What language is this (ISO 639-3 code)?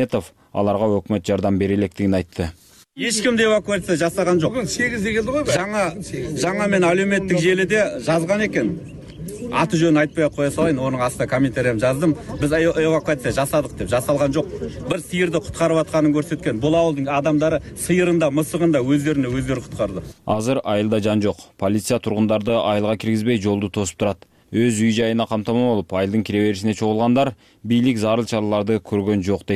kir